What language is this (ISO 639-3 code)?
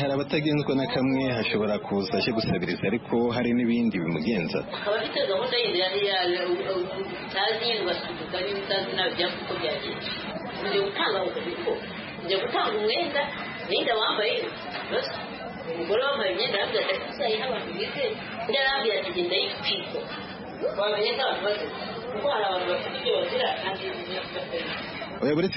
kin